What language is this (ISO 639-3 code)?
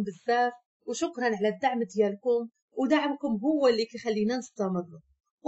ary